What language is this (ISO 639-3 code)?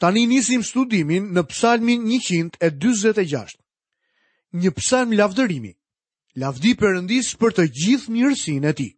sqi